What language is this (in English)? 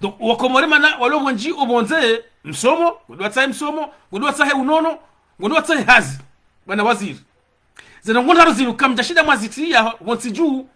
Ngazidja Comorian